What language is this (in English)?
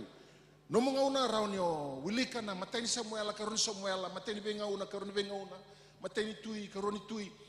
Fijian